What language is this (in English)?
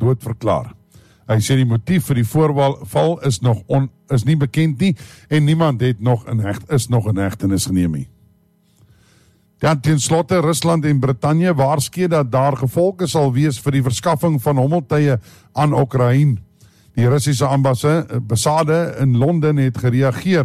Afrikaans